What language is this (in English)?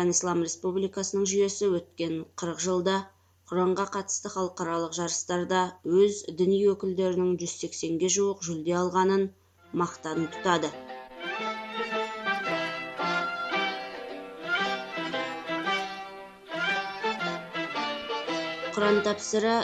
Kazakh